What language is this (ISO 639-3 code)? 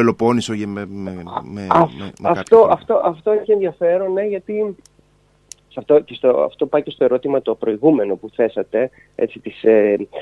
ell